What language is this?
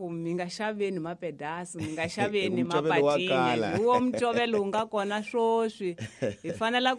Tsonga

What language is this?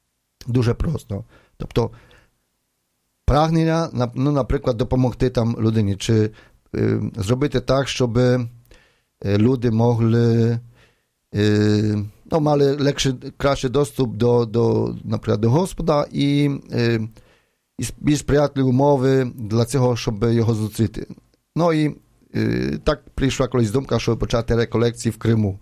Ukrainian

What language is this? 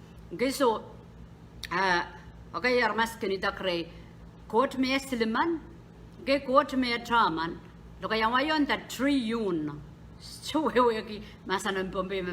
Pohnpeian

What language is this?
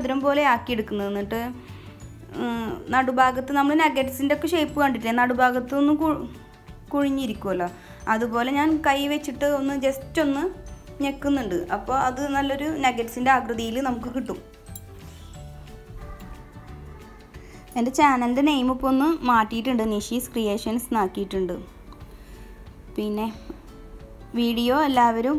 Malayalam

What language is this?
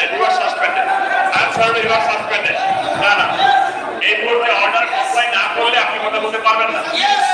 Bangla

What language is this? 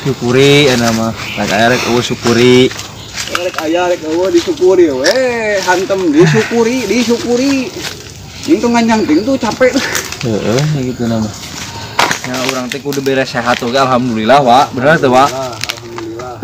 Sundanese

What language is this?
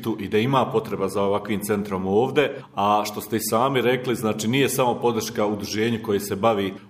Bosnian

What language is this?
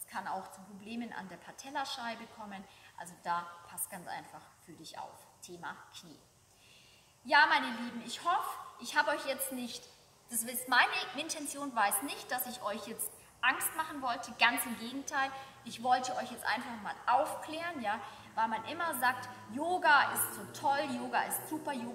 German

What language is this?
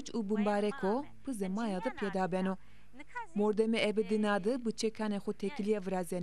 Zaza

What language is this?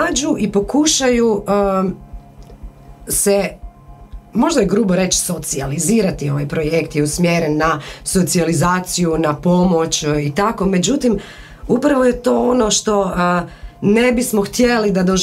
Croatian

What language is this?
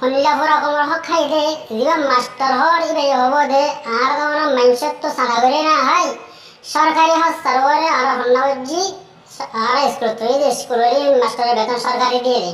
Rohingya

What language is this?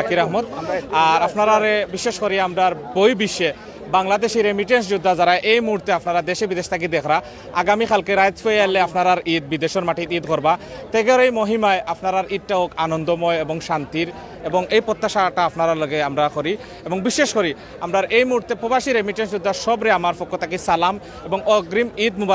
Sylheti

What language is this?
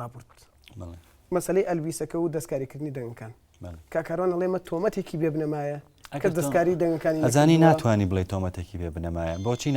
Central Kurdish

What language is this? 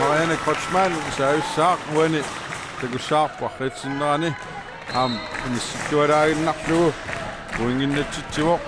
Kalaallisut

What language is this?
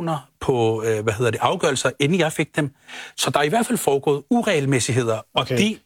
Danish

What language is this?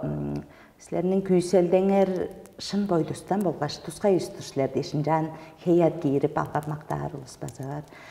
Tuvinian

